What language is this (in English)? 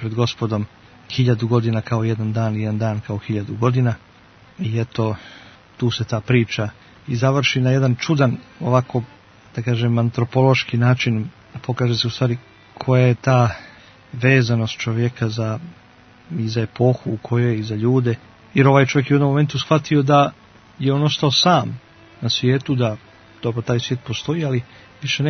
Serbian